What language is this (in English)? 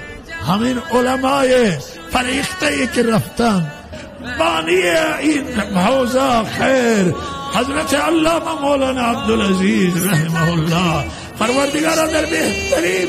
Persian